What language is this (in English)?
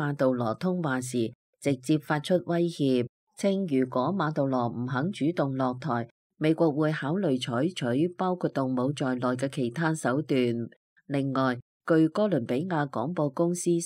Cantonese